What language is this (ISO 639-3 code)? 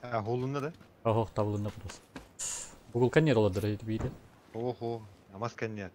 sah